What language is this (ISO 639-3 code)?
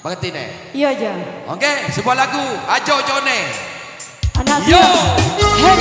min